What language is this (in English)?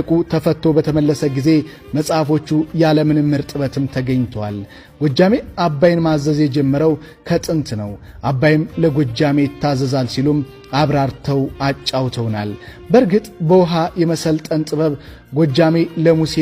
Amharic